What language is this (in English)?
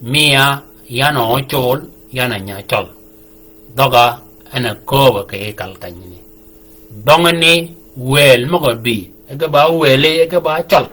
Shilluk